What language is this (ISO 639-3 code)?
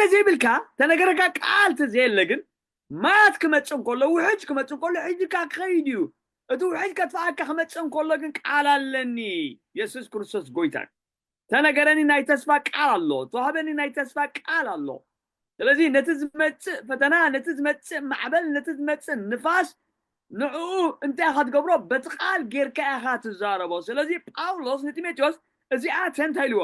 tir